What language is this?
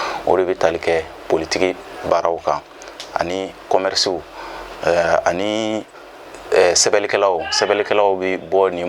Bambara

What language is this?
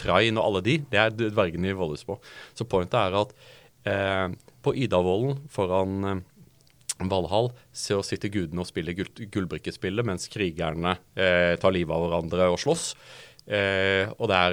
Norwegian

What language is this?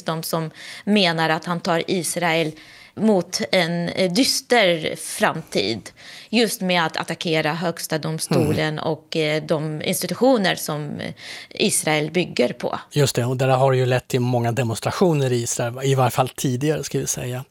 Swedish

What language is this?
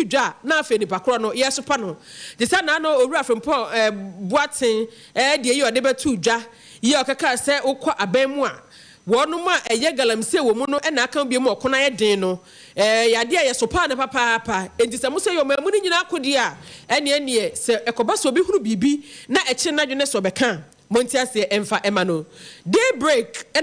Akan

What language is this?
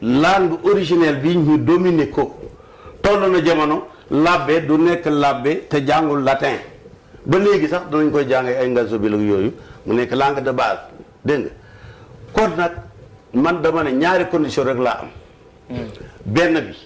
Wolof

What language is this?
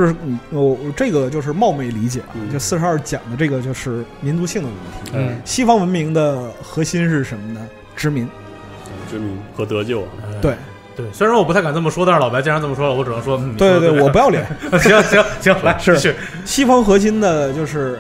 Chinese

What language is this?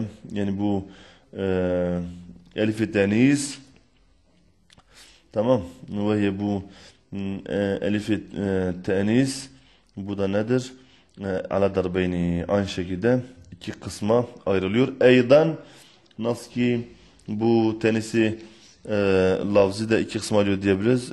Turkish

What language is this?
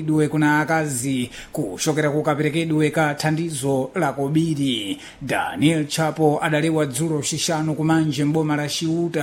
Sena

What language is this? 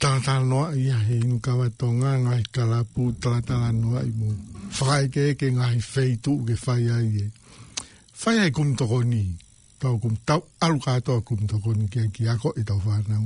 Tongan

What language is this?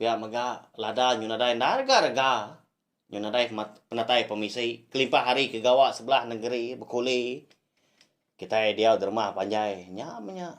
Iban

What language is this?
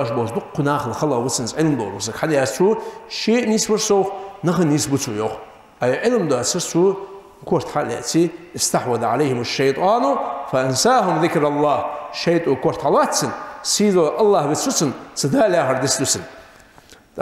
Ingush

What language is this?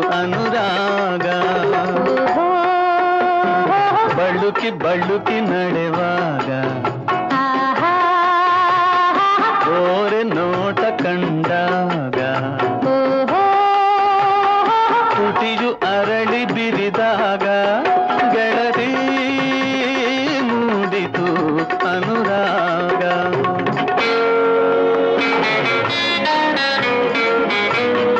Kannada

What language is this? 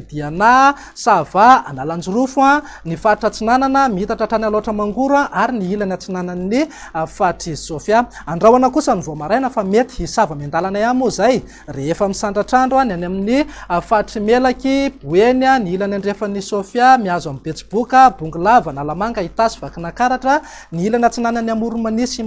Malagasy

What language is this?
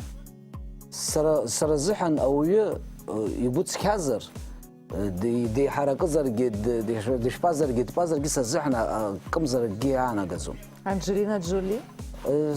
Abkhazian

